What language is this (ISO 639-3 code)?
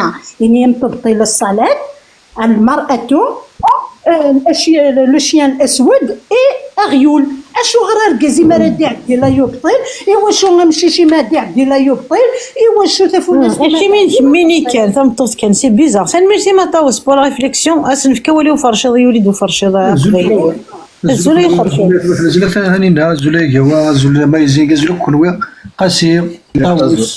kab